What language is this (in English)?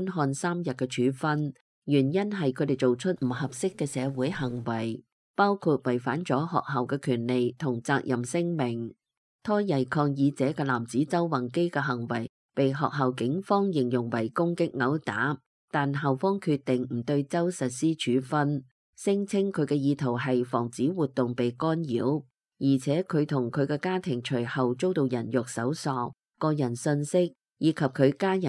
Cantonese